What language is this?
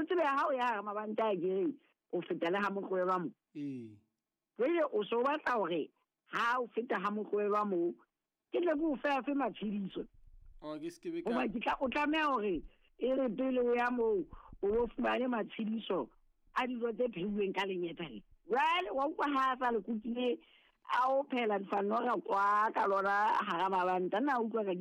Southern Sotho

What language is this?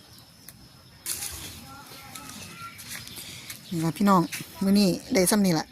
Lao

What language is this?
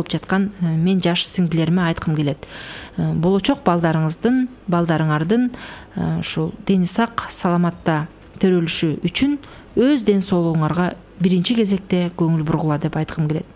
Kyrgyz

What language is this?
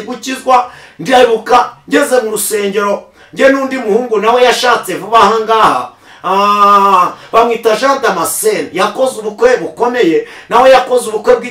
Kinyarwanda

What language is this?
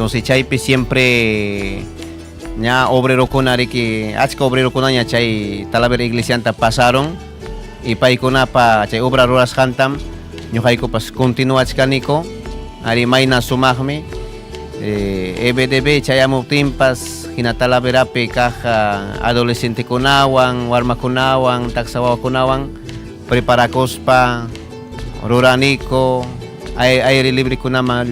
Ayacucho Quechua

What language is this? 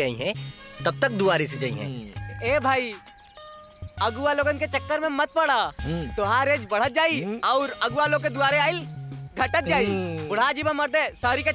Bhojpuri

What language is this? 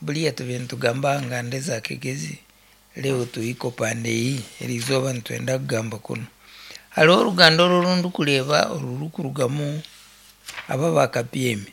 Nyankole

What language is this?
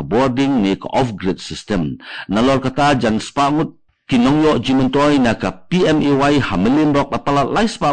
Khasi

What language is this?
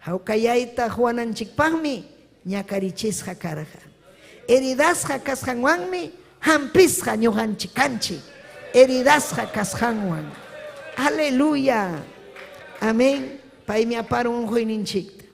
Ayacucho Quechua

